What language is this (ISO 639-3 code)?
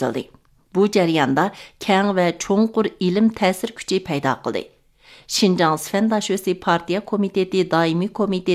uig